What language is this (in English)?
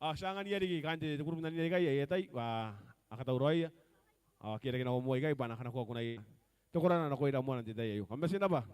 Gilbertese